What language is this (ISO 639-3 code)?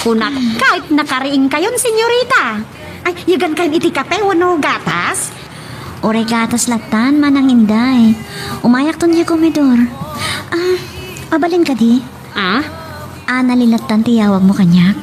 ilo